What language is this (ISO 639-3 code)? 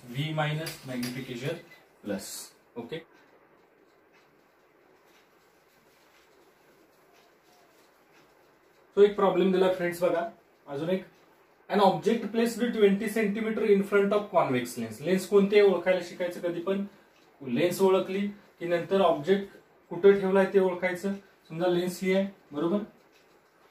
mar